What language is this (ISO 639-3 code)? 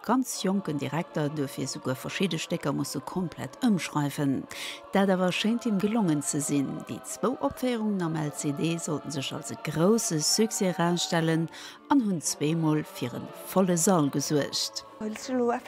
ltz